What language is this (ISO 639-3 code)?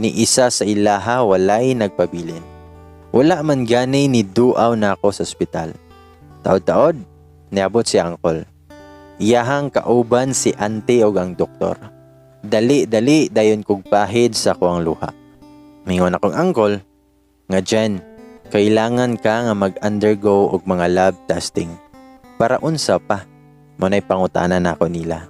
ceb